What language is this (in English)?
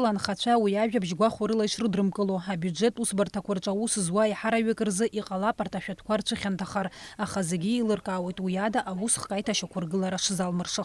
Abkhazian